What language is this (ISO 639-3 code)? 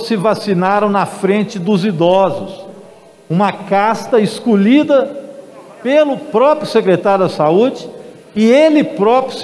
por